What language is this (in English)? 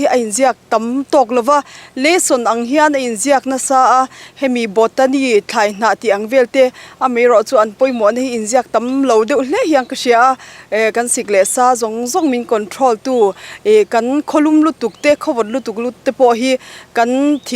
Mizo